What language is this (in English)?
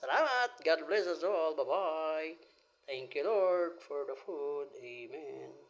Waray